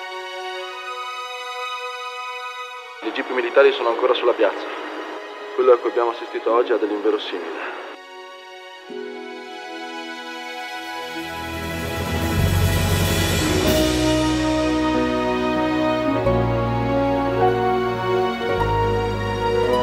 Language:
Italian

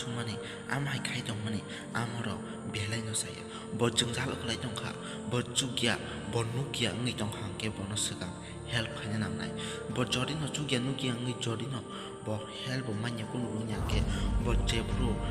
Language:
Kok Borok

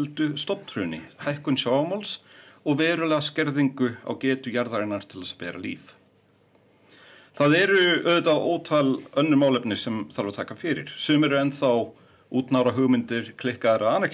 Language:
Icelandic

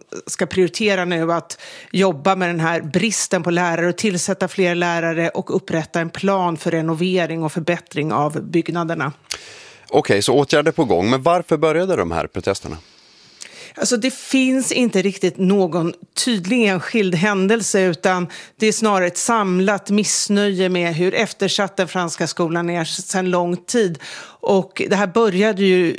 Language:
Swedish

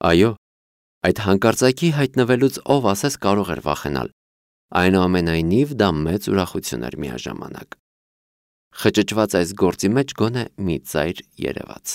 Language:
Armenian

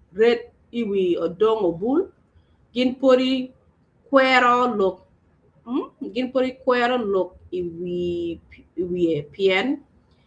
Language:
Acoli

